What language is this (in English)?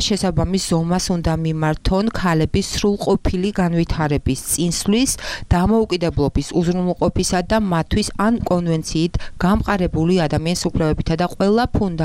Georgian